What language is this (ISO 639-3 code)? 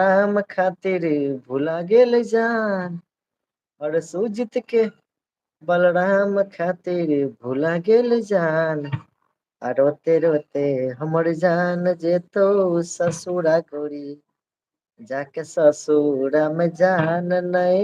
mai